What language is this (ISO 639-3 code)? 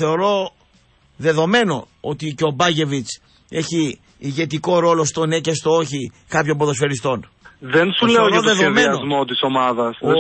ell